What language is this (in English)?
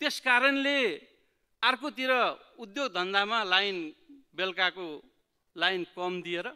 Nepali